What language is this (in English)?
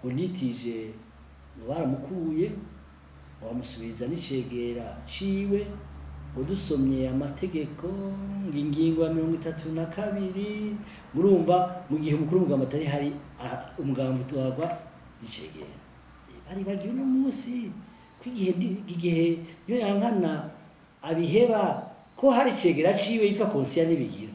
Rundi